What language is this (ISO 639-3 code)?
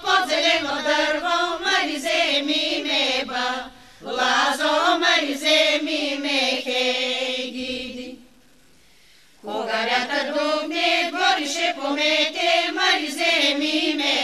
bul